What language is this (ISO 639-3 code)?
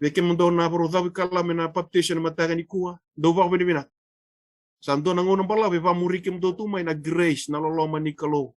fij